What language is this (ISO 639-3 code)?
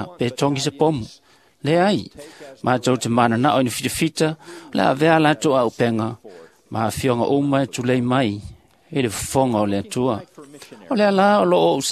smo